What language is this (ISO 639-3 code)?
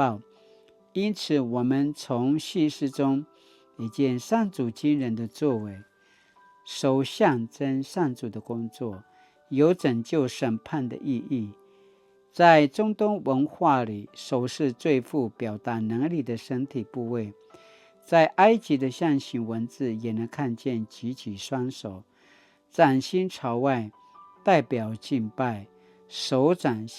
pwn